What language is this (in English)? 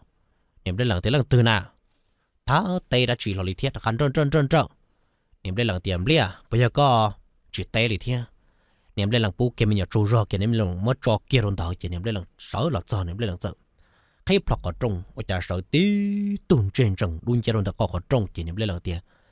Hmong